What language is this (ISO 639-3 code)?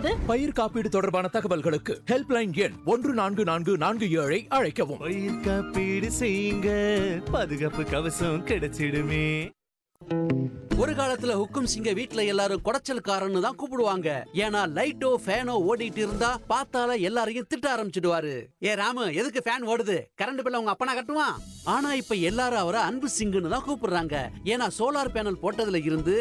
tam